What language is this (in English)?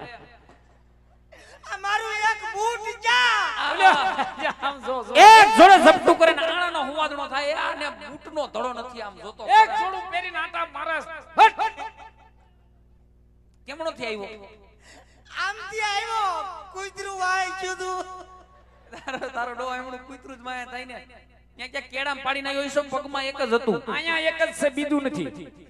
Gujarati